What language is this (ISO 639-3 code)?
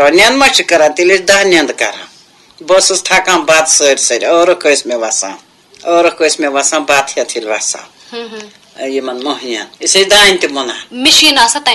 kas